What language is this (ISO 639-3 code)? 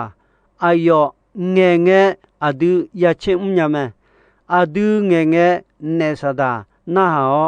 ahk